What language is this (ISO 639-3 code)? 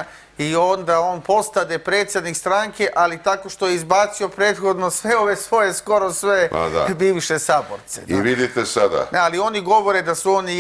srp